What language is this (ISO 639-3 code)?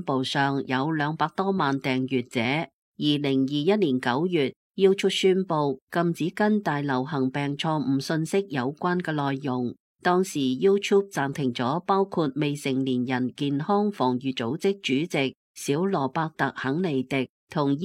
yue